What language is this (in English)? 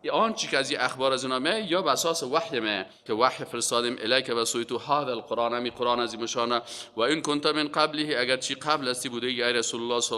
Persian